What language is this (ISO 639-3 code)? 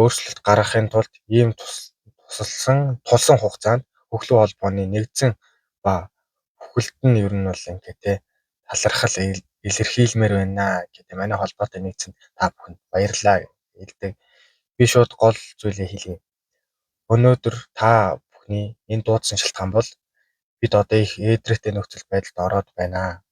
mon